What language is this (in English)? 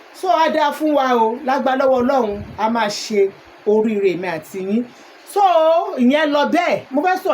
Yoruba